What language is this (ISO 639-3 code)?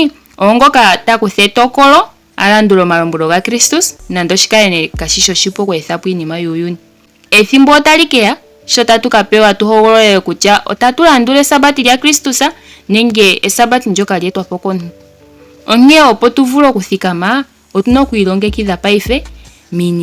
ndo